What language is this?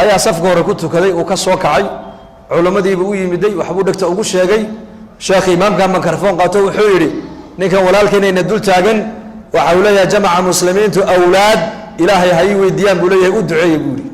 Somali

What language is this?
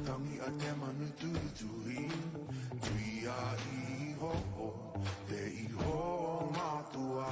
Māori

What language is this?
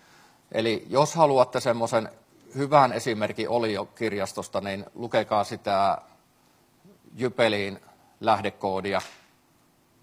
Finnish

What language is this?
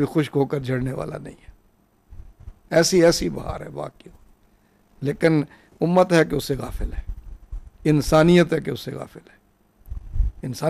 Urdu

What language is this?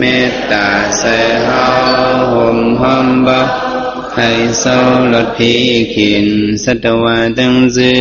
Shan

